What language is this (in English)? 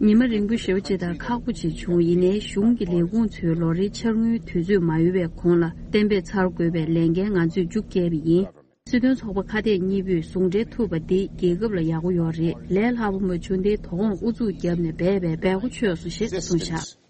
Tibetan